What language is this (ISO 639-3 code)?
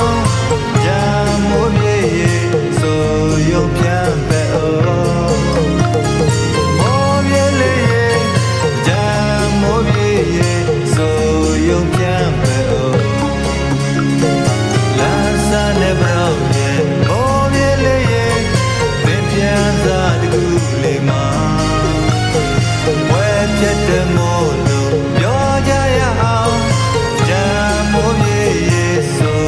mya